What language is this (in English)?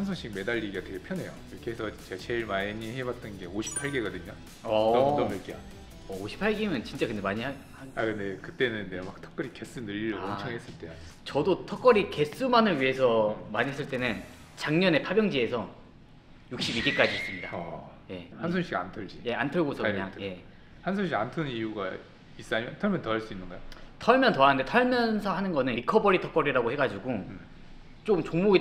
Korean